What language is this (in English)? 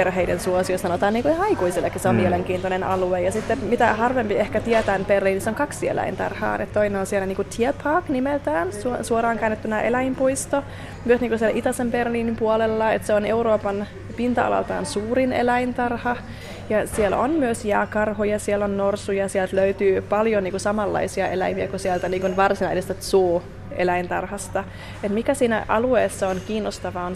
Finnish